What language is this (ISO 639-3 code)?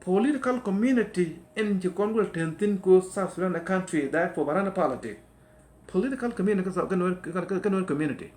nus